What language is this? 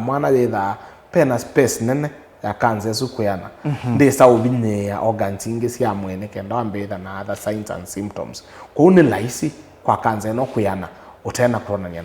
Kamba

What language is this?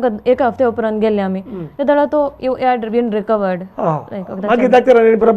Konkani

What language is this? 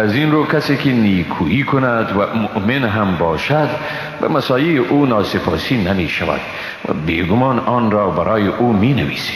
Persian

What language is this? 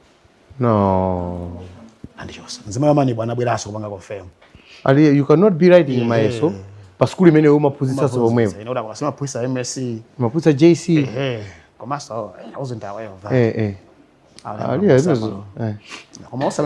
Nyanja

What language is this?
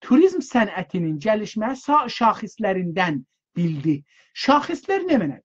South Azerbaijani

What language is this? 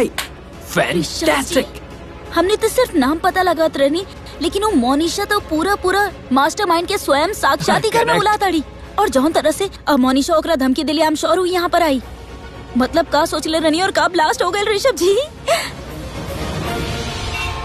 Bhojpuri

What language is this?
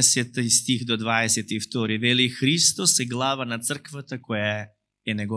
Macedonian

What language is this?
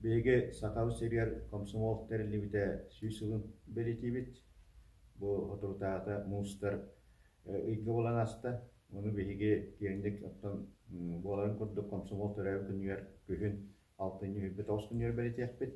Yakut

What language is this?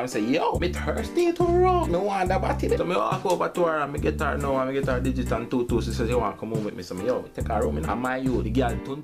Jamaican Creole English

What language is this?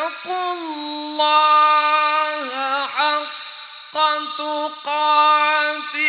Madurese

